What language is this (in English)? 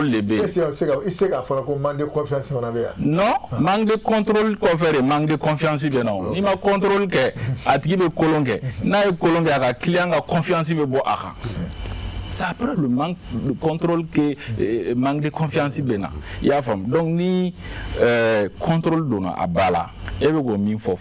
Bambara